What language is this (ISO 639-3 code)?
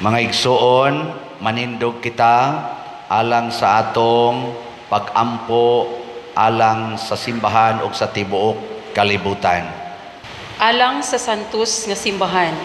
ceb